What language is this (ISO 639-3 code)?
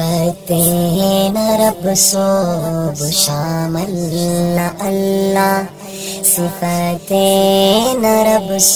brh